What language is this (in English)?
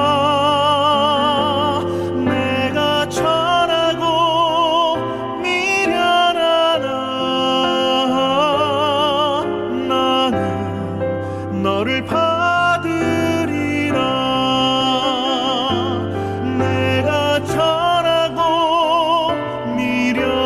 Korean